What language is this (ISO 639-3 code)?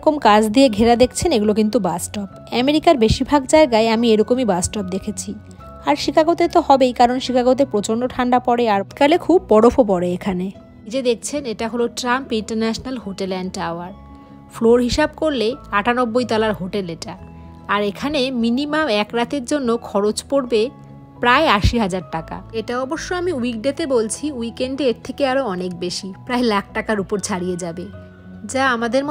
ben